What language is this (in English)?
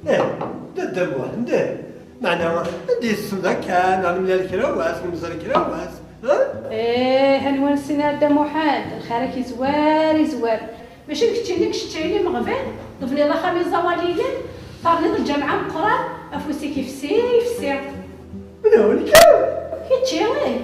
Kabyle